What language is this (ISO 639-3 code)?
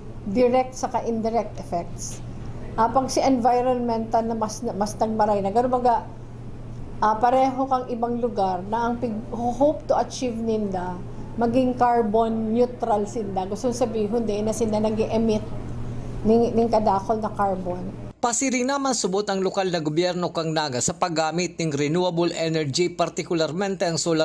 bik